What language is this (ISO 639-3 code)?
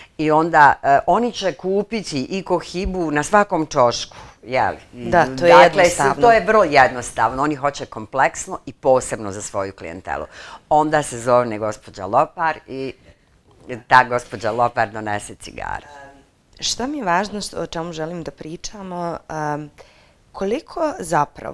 bos